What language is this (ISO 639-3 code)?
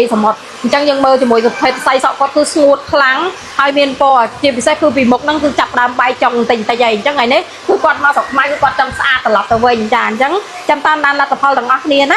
khm